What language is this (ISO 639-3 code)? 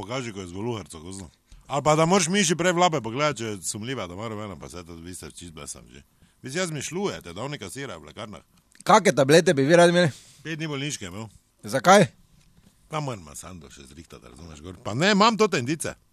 slv